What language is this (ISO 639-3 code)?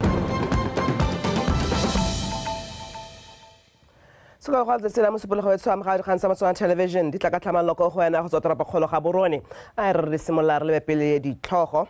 tsn